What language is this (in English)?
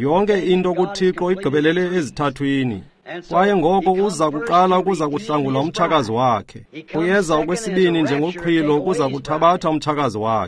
Xhosa